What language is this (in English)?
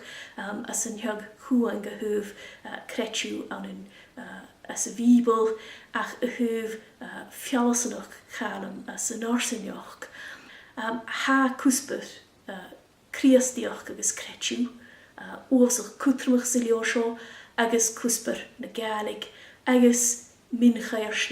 Scottish Gaelic